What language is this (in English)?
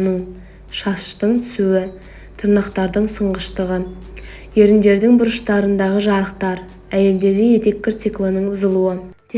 Kazakh